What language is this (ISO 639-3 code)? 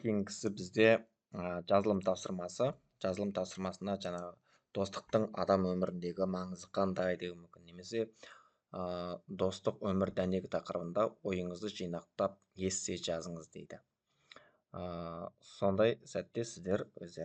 kaz